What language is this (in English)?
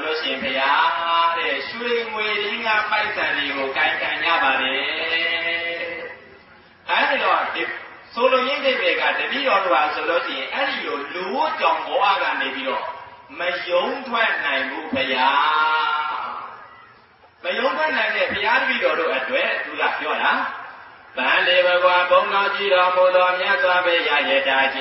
Burmese